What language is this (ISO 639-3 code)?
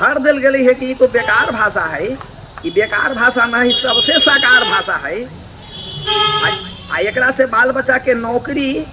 mag